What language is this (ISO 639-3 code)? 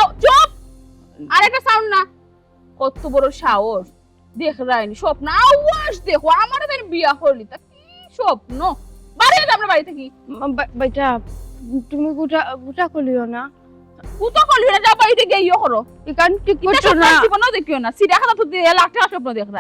syl